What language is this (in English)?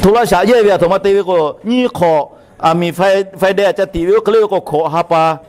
Lahu